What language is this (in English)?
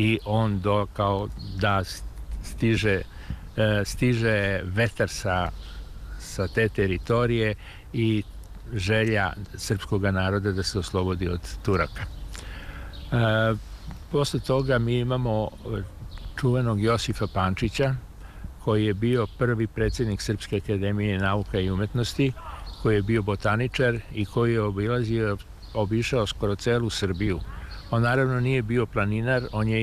Serbian